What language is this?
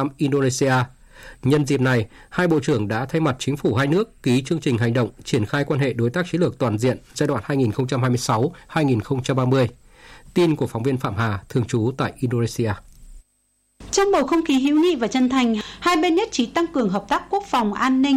Vietnamese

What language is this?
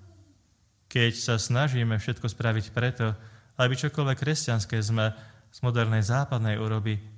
Slovak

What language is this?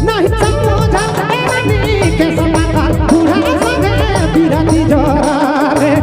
Sadri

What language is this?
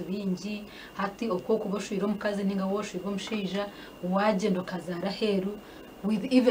Nyankole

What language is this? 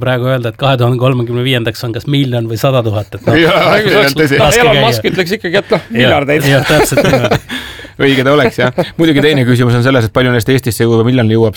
Estonian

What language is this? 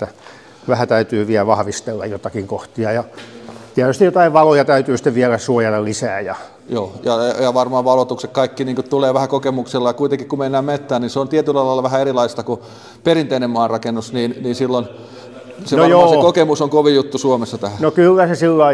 Finnish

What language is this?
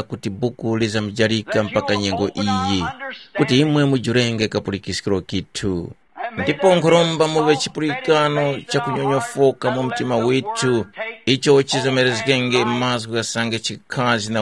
Tumbuka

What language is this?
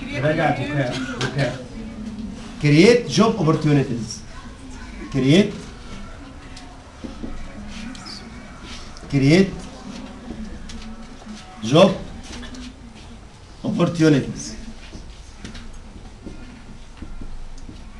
Egyptian Arabic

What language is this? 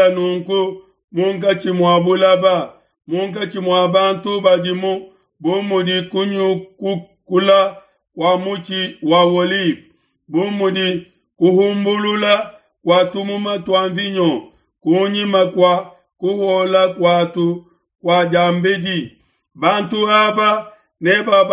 Luba-Lulua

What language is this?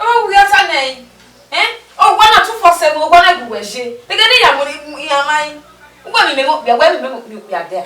Bini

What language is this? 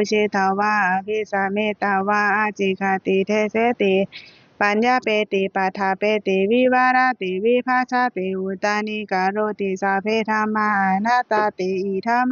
Pali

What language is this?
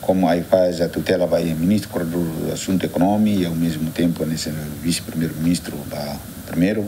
Tetum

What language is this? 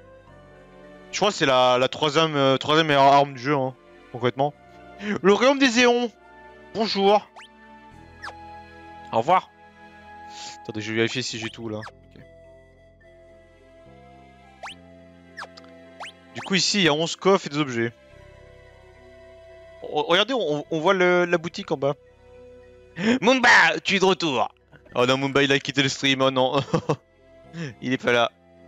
French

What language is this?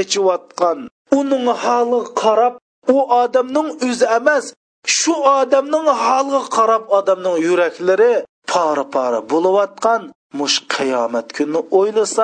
Uyghur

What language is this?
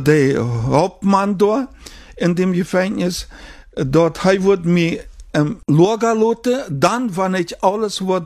German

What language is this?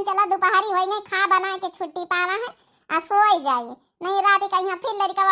Awadhi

